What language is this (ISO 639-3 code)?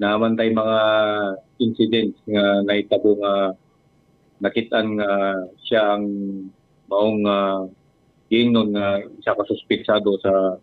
ceb